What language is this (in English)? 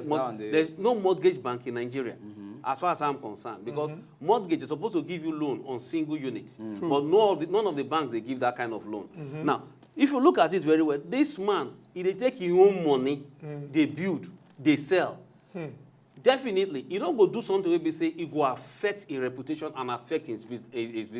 Nigerian Pidgin